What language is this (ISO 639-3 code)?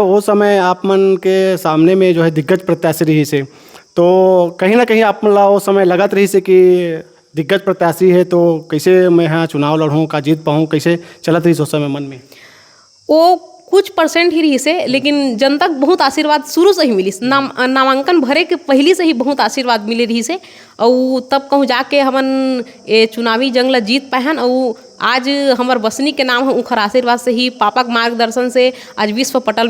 hne